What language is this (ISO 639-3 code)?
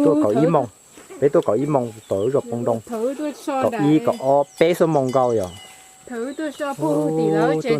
hmn